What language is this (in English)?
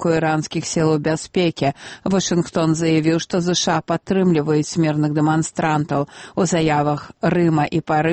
Belarusian